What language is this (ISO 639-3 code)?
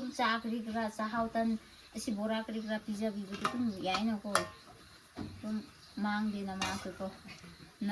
mni